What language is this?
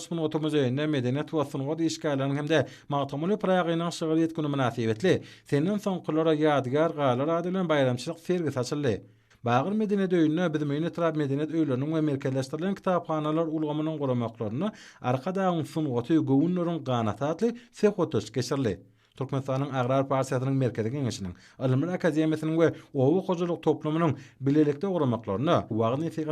Turkmen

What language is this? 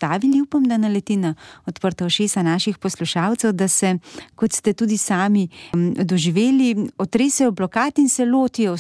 Slovenian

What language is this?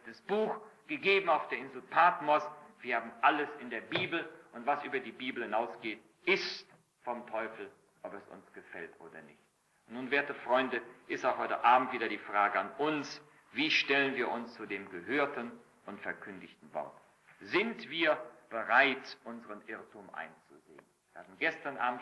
German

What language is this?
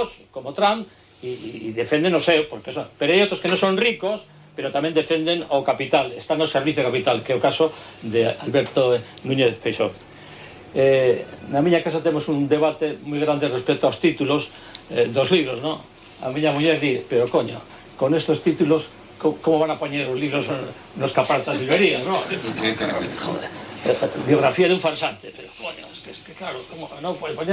Galician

